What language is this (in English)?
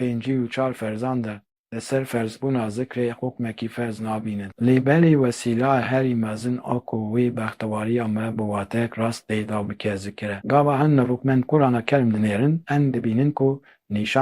Kurdish